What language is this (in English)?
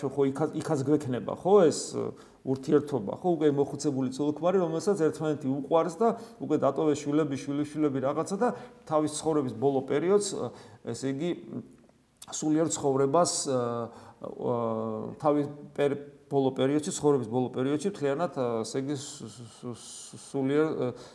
Georgian